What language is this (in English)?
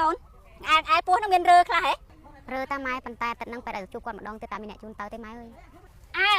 Khmer